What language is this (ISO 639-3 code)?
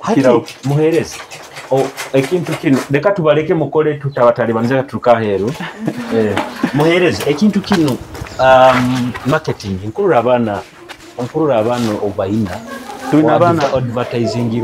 nyo